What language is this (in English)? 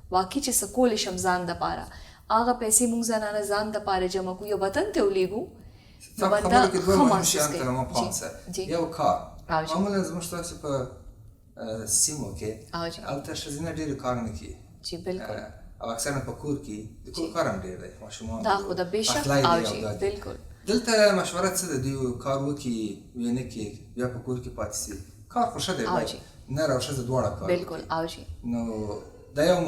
Pashto